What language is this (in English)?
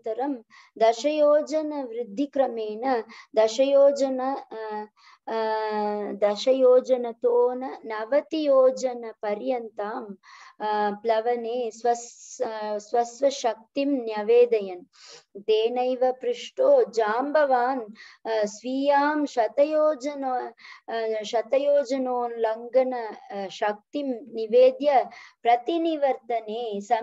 Sanskrit